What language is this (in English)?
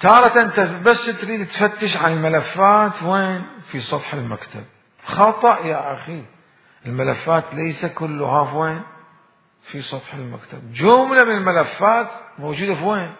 Mesopotamian Arabic